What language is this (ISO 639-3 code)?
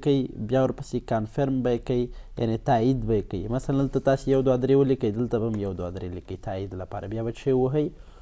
pus